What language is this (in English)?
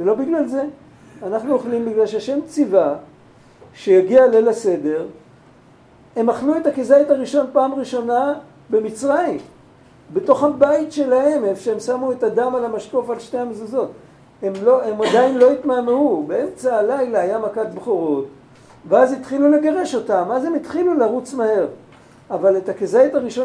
Hebrew